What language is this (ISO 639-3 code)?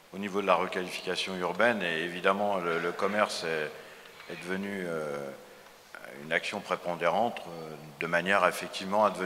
fra